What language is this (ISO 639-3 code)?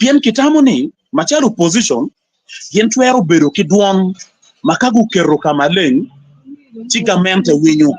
ach